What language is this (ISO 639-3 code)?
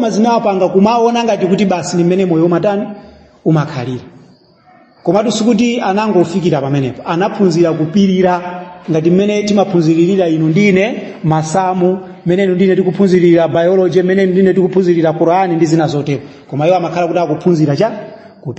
nya